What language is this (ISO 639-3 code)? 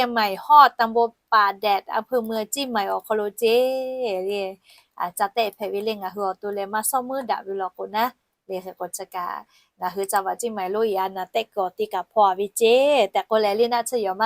lhu